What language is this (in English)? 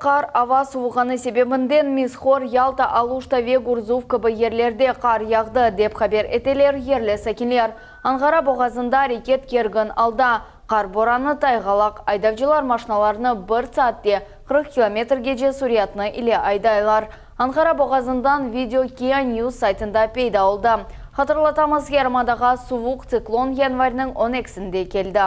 Crimean Tatar